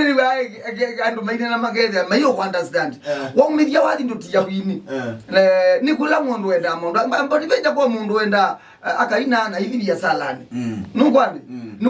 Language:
Kamba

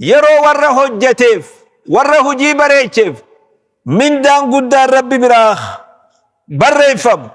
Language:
Oromo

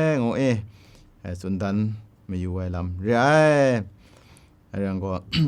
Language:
Kachin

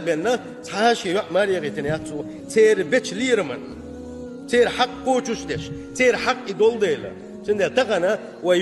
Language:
Chechen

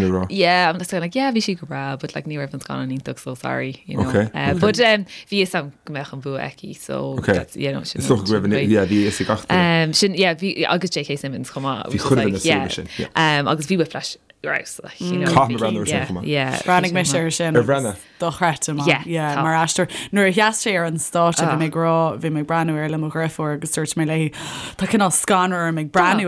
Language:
Irish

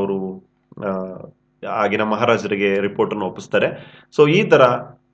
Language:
Kannada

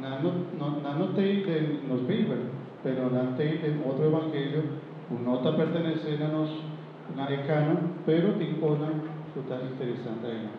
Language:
Papiamento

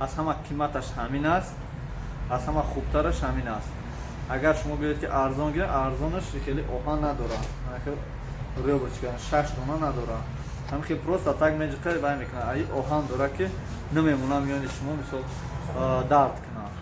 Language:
Tajik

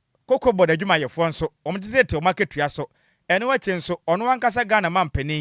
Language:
Akan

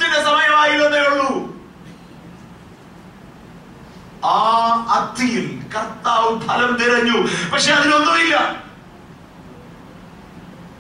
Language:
Malayalam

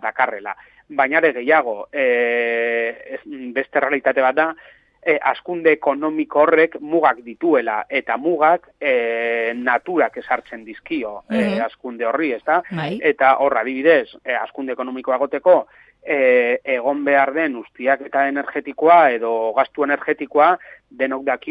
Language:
Basque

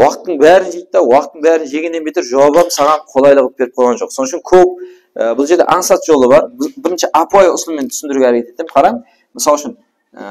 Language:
Kara-Kalpak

